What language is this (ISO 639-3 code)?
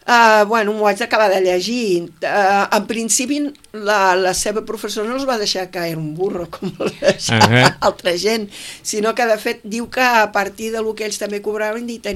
cat